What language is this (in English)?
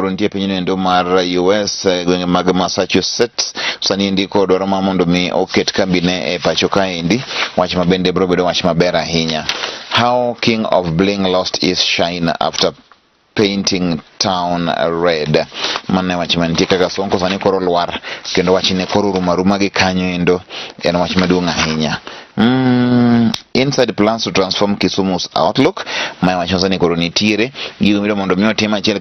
Luo (Kenya and Tanzania)